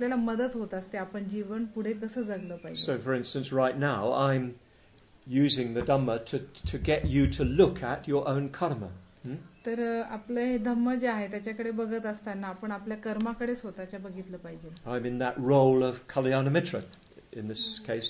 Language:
Marathi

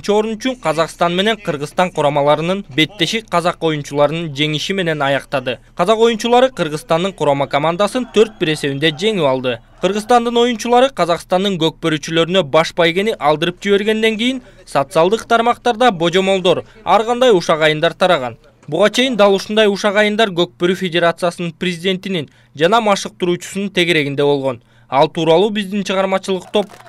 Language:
Kyrgyz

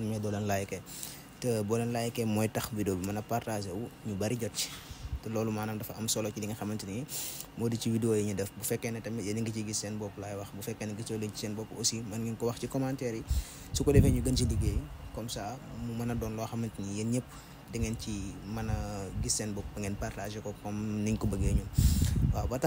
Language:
Wolof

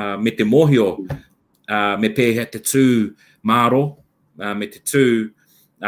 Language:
Māori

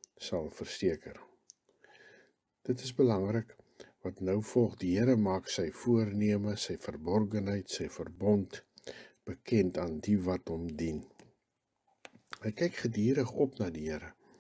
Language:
Afrikaans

